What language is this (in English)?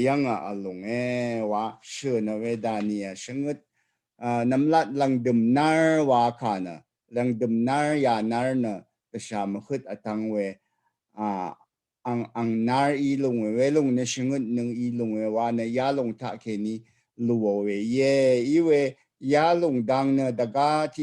Rawang